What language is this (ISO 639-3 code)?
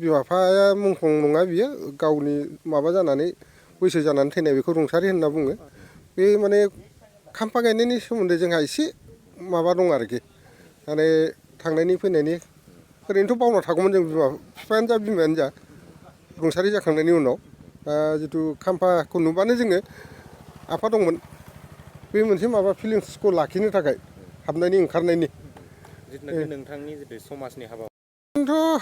brx